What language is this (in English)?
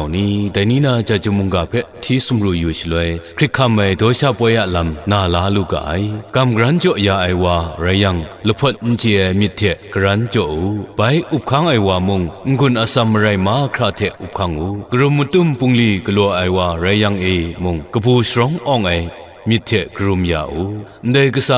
Kachin